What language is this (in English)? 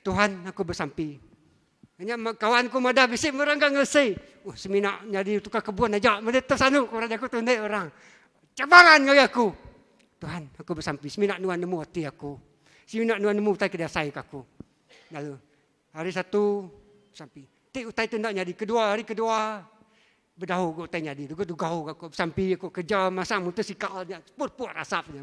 Iban